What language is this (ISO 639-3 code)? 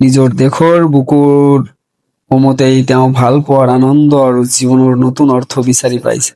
asm